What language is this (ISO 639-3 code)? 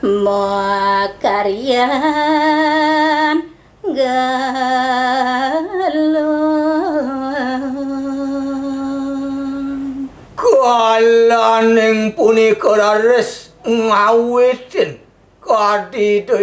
ban